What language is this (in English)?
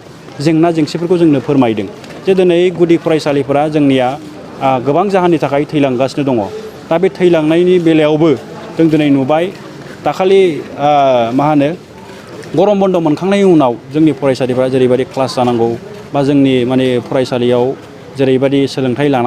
Bodo